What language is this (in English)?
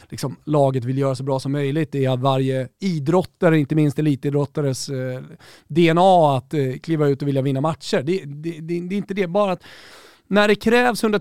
Swedish